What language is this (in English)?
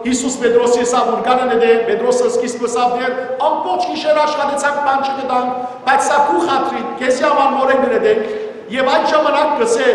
Western Armenian